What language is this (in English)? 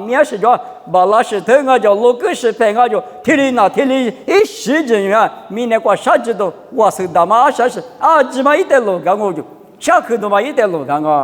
Lisu